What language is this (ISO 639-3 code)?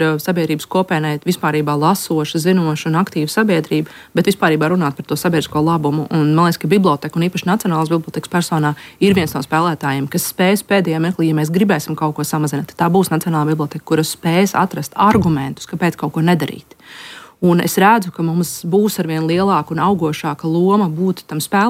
lav